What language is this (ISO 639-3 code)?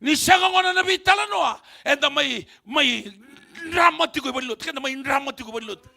fij